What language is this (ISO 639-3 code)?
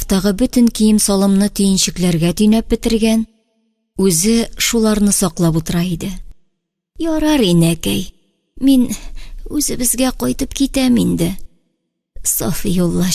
tat